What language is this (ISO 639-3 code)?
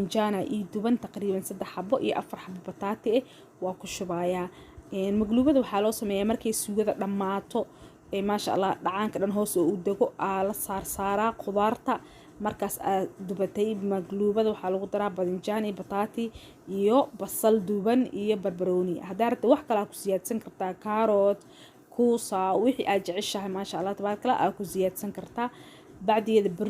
som